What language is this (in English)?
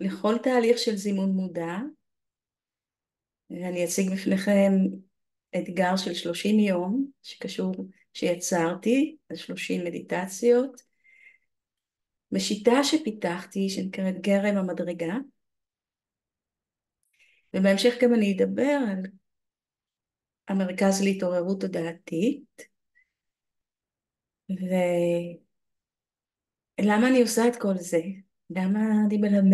Hebrew